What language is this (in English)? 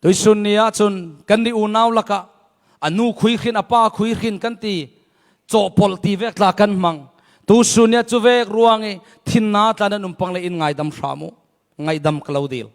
Falam Chin